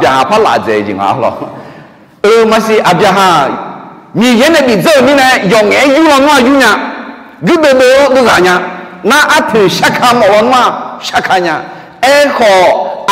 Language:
Akha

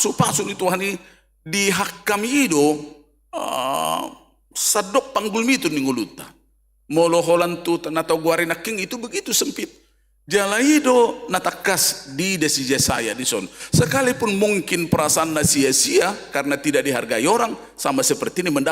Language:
Batak Toba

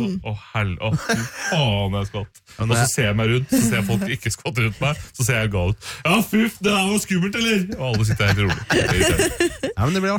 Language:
Norwegian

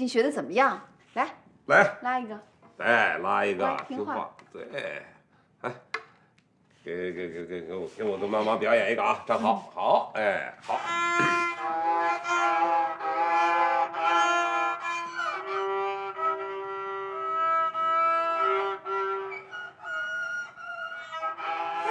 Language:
Chinese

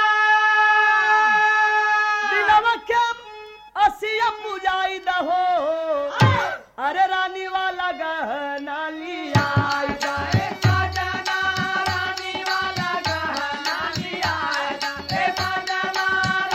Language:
Bhojpuri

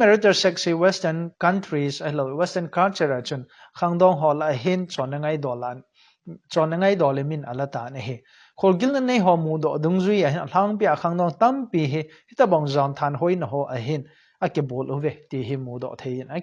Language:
Thado Chin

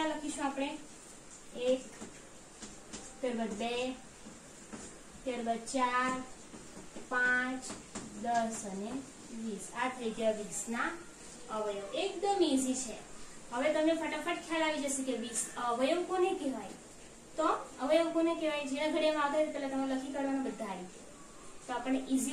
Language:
Gujarati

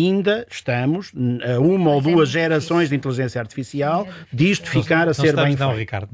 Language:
Portuguese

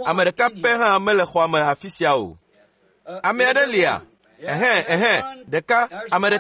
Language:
Ewe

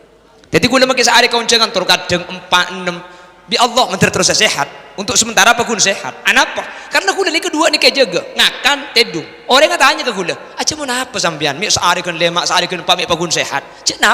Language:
Madurese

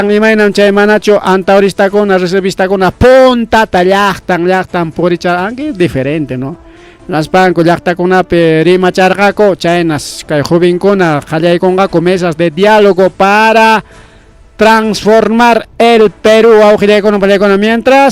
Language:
Ayacucho Quechua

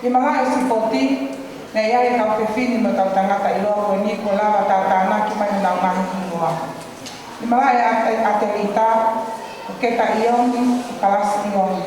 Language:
Tongan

